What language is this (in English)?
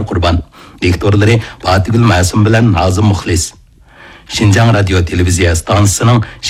Uyghur